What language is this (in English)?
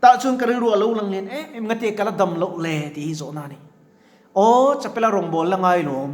Mizo